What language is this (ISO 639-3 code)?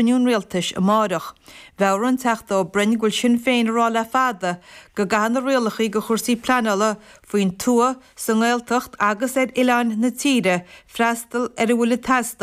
gle